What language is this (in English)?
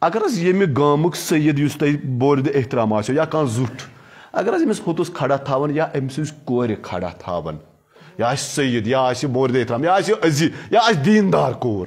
Kashmiri